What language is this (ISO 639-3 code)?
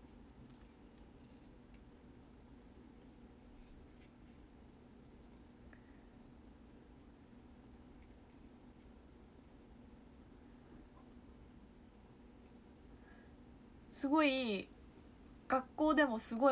jpn